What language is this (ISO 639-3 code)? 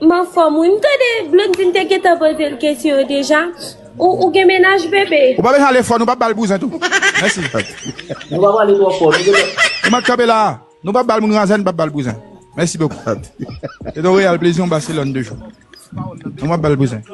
hat